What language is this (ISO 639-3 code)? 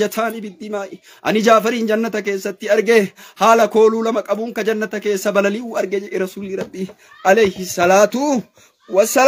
orm